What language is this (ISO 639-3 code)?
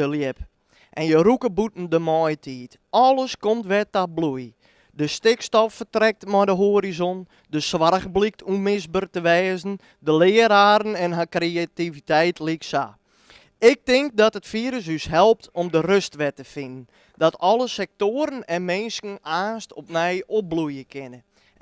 fry